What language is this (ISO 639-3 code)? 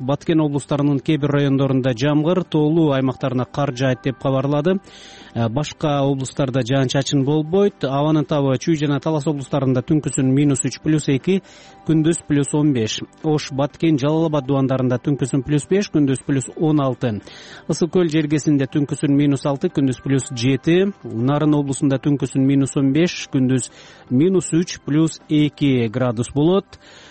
kir